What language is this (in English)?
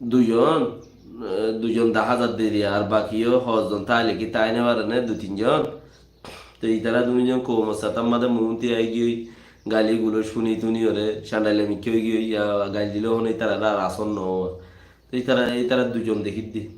Rohingya